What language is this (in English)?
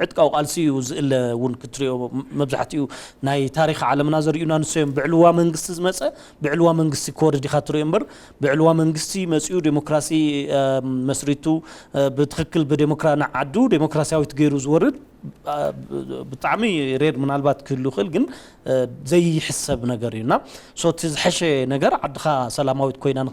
Tigrinya